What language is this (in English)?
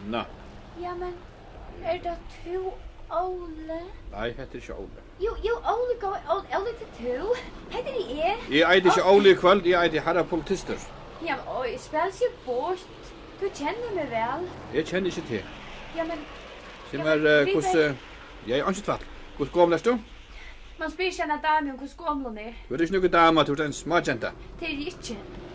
Faroese